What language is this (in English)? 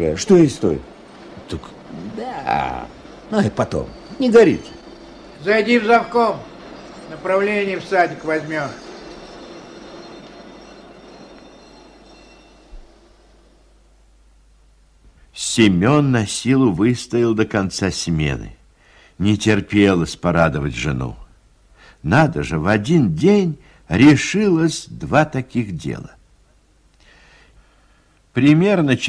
Russian